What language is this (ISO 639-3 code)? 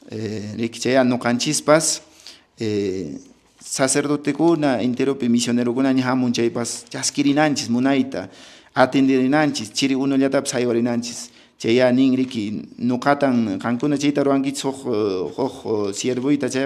que